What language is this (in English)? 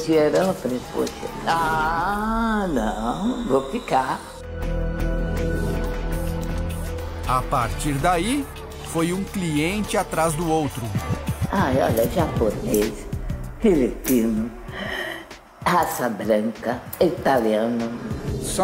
Portuguese